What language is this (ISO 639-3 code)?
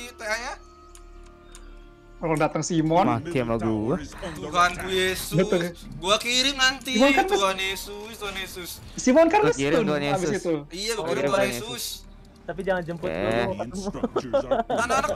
ind